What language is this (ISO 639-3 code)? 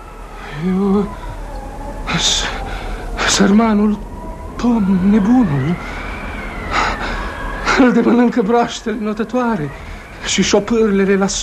ron